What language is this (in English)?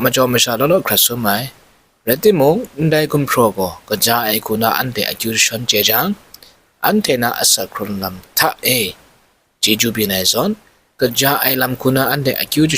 Kachin